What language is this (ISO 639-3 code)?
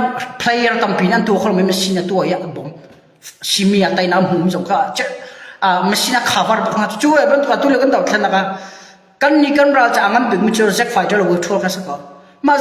cnh